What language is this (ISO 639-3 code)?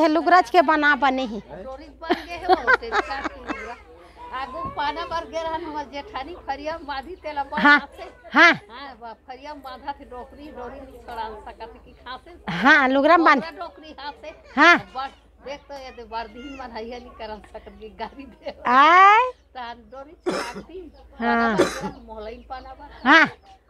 hne